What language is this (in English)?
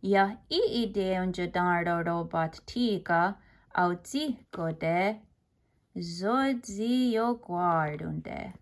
Mohawk